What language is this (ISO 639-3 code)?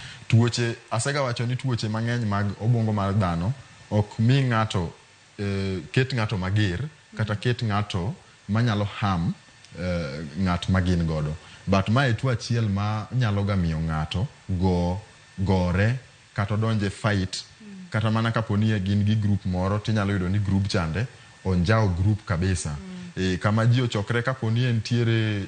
luo